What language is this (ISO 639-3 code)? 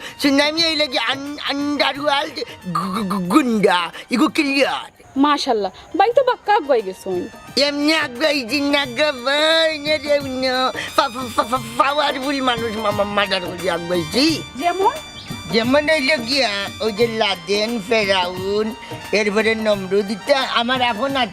syl